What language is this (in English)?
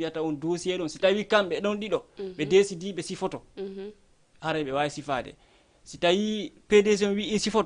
Fula